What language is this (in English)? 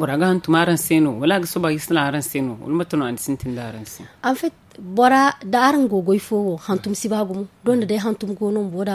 Zarma